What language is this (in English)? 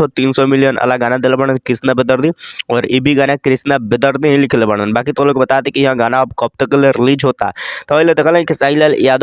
Bhojpuri